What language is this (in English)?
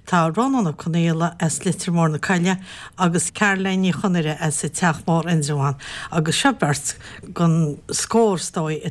Irish